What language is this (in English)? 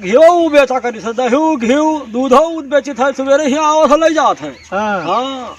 Awadhi